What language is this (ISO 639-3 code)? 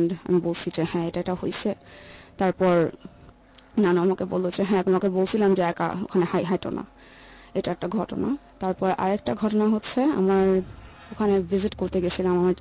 ben